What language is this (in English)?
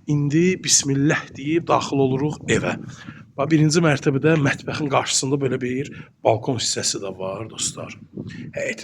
Azerbaijani